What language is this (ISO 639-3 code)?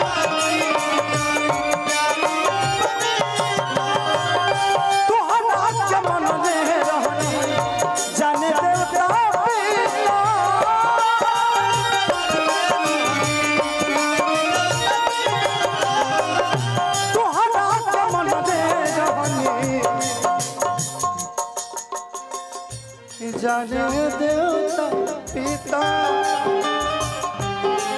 bho